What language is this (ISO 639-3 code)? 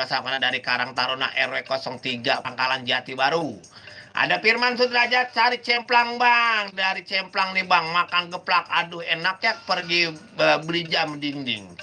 bew